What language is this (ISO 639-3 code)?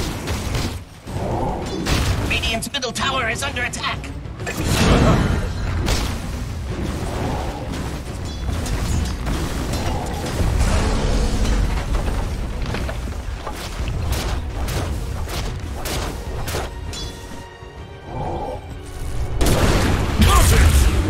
eng